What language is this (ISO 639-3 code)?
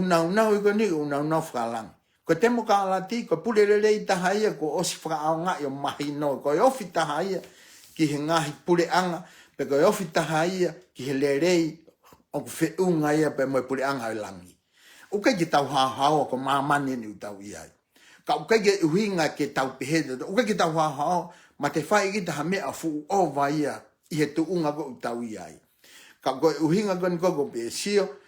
ton